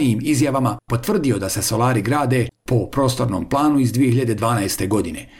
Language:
Bosnian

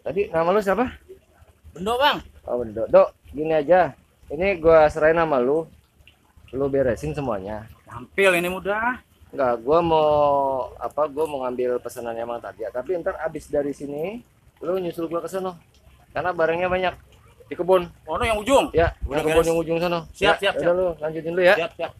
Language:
Betawi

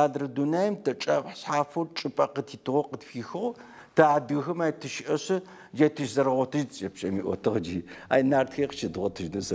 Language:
Adyghe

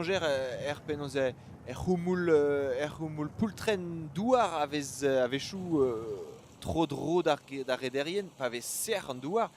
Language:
Breton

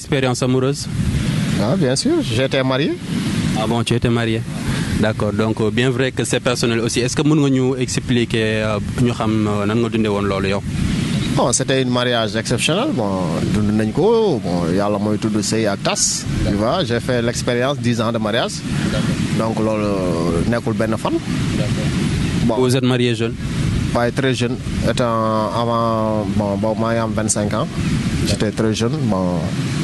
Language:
Wolof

